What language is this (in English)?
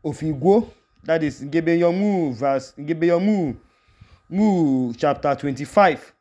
Idoma